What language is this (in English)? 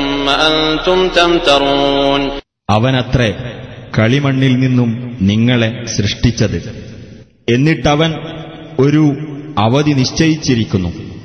Malayalam